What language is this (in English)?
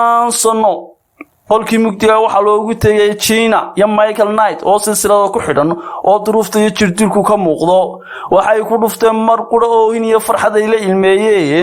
Somali